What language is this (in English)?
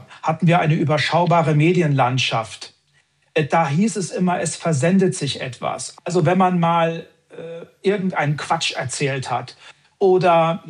German